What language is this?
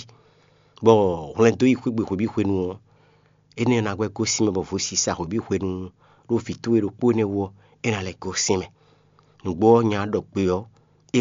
Fon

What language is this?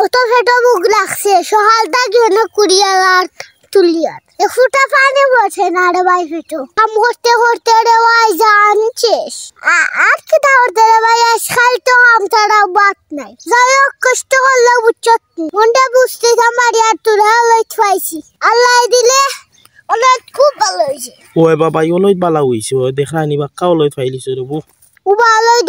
Sylheti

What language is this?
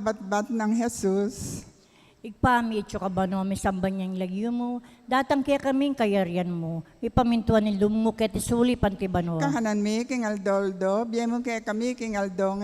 Pampanga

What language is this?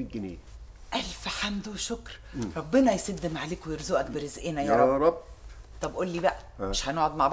Egyptian Arabic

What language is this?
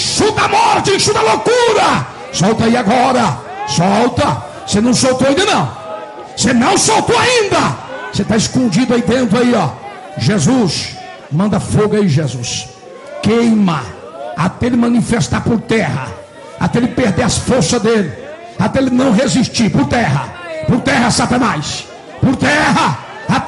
Portuguese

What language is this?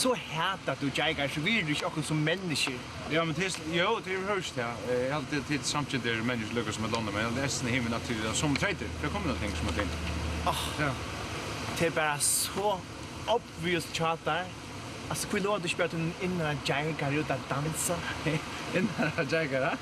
Faroese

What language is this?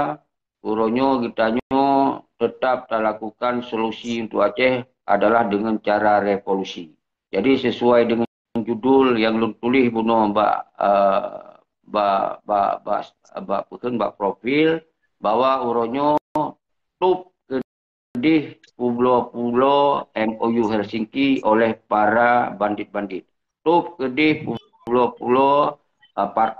Achinese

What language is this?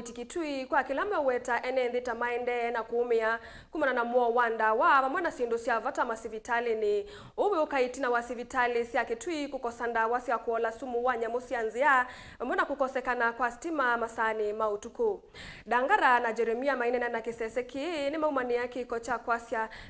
Kamba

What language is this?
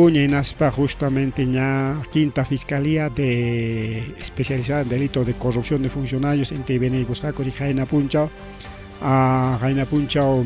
Ayacucho Quechua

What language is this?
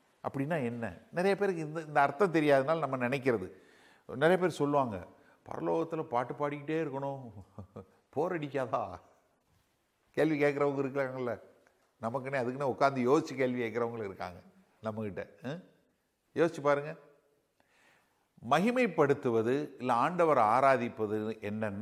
Tamil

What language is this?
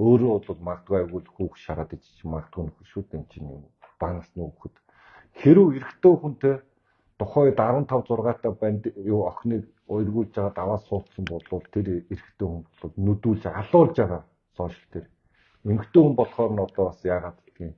Mongolian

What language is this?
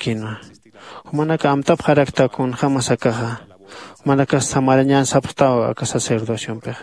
Aymara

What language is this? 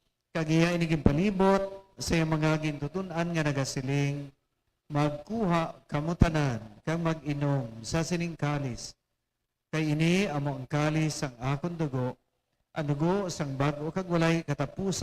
Hiligaynon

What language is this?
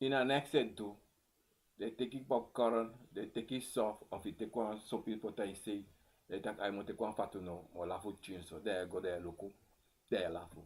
Sranan Tongo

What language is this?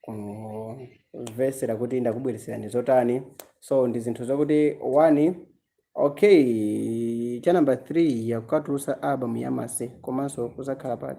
Nyanja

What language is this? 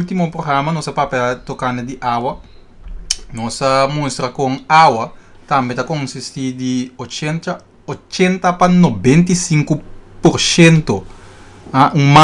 Papiamento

